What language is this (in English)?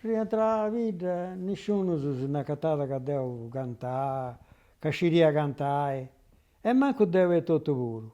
Sardinian